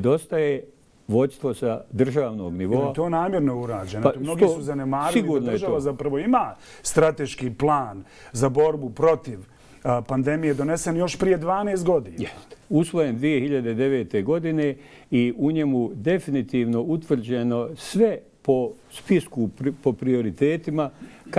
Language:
Bosnian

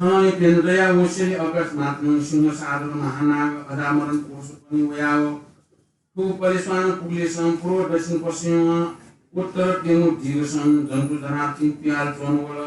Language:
Newari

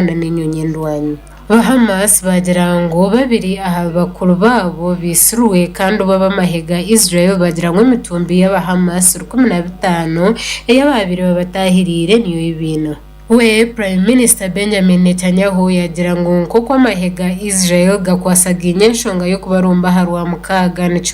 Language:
Nyankole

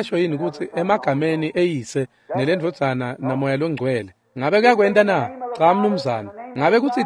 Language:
Swati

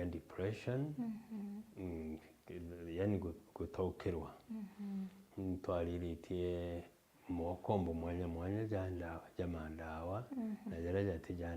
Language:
Meru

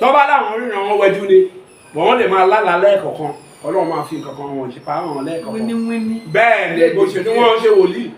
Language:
Yoruba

